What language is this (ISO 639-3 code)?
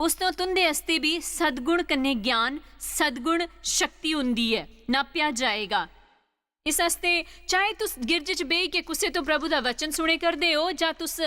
doi